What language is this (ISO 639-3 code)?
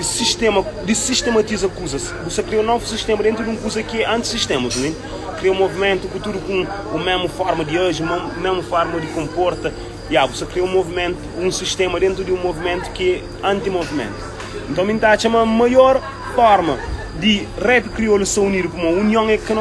kea